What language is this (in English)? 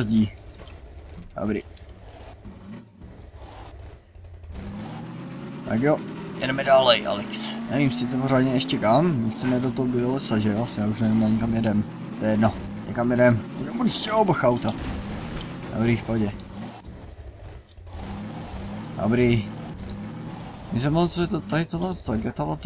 Czech